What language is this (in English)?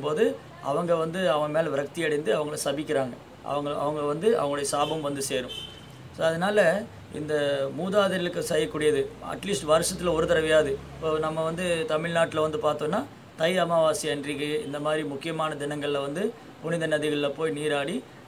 Tamil